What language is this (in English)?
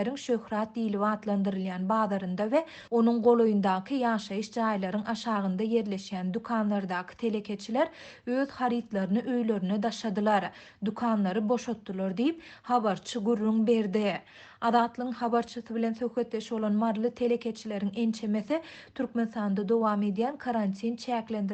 Turkmen